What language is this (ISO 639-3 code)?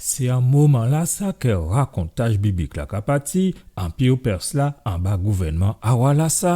gcf